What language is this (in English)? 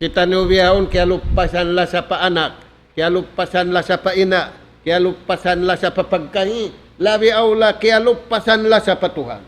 Tausug